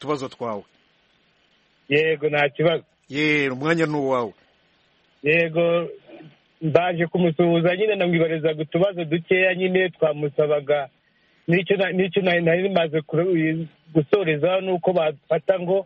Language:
Kinyarwanda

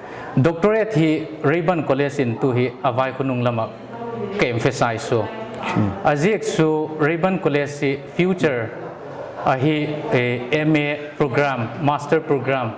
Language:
Paite Chin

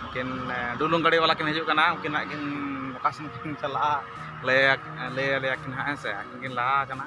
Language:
Santali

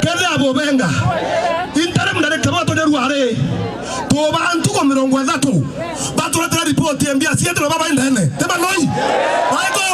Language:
Meru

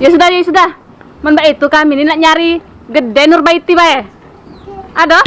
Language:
Musi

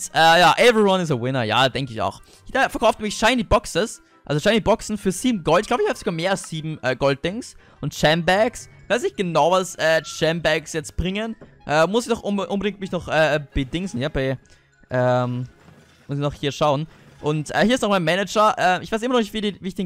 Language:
German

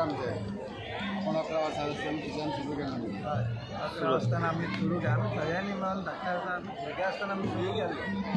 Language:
Konkani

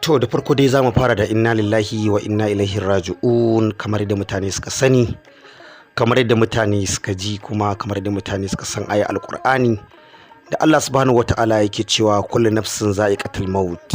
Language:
Hausa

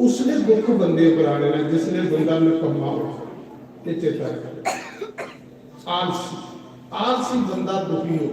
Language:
Dogri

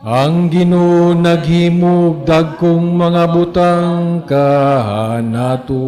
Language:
Cebuano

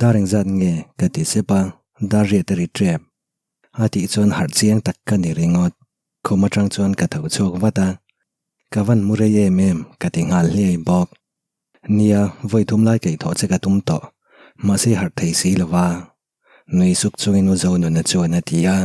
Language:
Mizo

